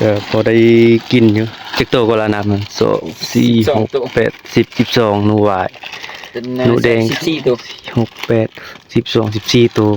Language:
Northeastern Thai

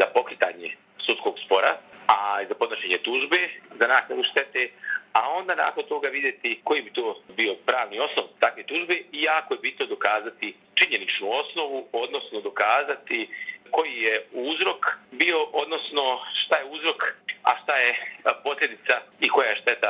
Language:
Serbian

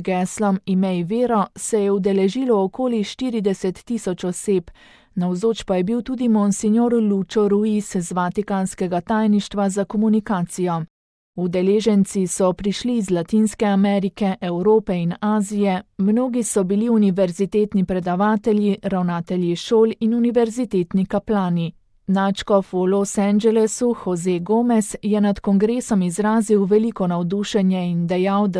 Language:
Slovenian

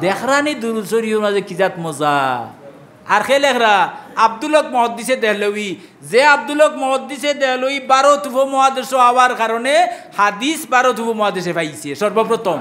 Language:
Sylheti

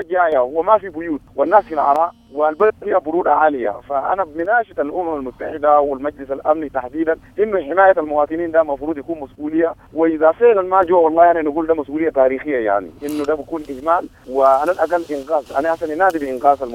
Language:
Sudanese Arabic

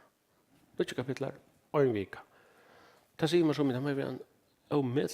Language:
Faroese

